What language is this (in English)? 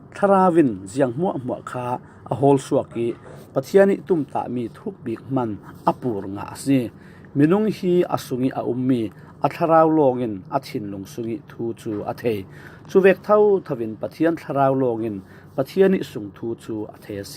Falam Chin